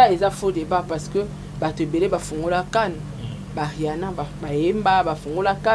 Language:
Lingala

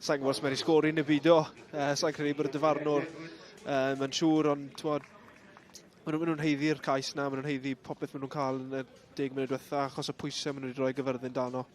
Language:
Welsh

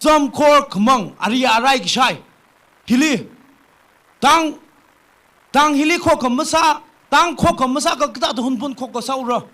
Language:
Tangkhul Naga (India)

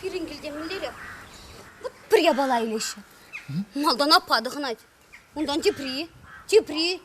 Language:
Chuvash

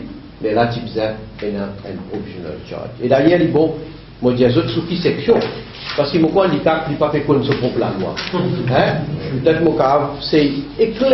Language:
Morisyen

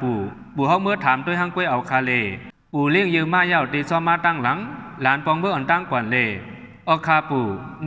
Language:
Shan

